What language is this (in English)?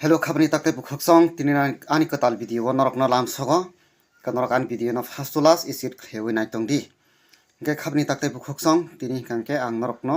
Kok Borok